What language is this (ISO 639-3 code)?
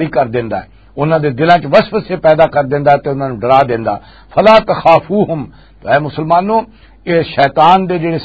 lah